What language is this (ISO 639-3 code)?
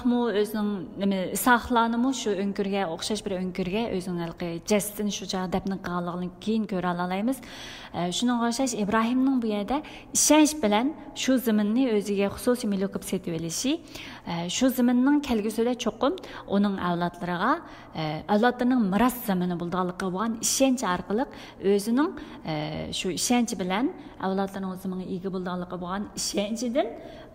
uig